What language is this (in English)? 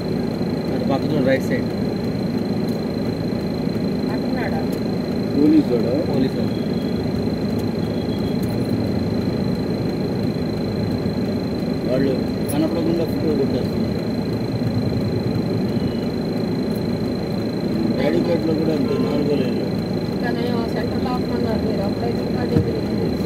Telugu